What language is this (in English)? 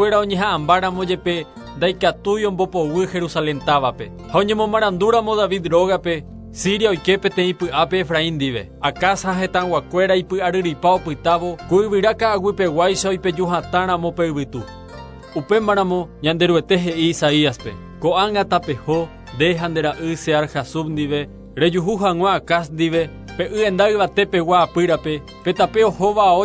Guarani